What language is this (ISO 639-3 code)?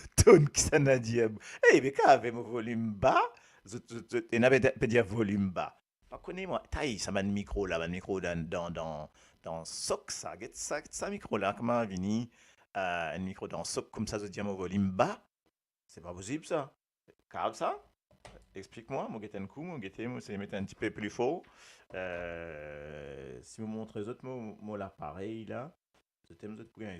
mfe